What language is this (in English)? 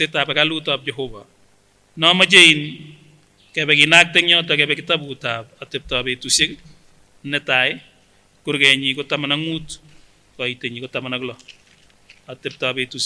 Kipsigis